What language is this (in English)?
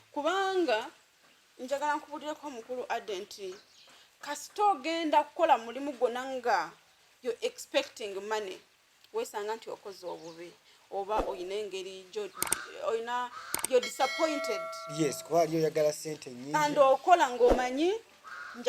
Ganda